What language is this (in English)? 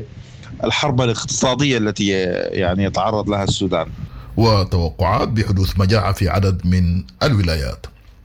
Sudanese Arabic